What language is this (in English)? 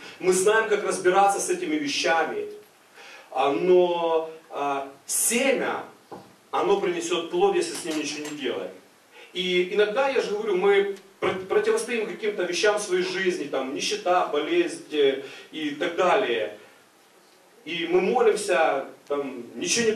Russian